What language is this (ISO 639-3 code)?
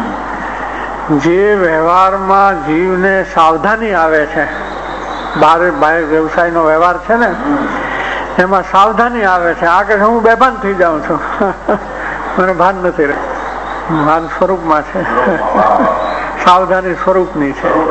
guj